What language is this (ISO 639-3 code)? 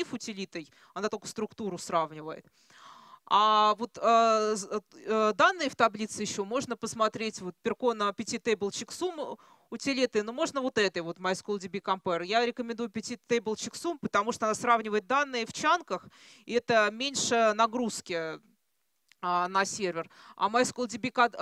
rus